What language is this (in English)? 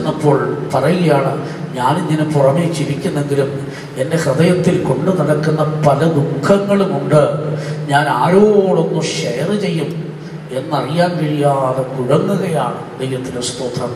Malayalam